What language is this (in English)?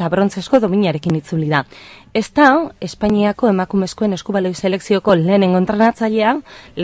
Basque